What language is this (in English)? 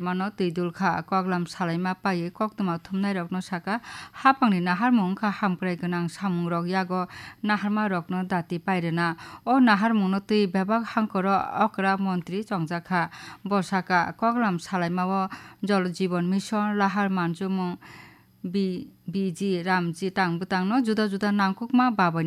Kok Borok